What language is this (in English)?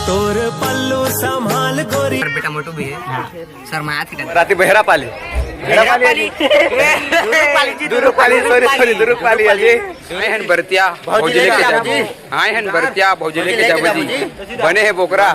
Chhattisgarhi